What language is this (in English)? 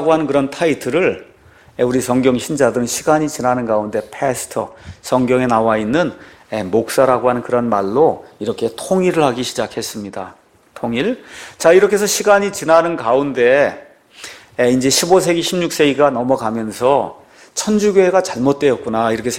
Korean